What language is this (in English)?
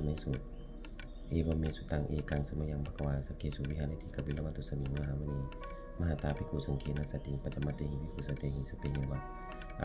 Pali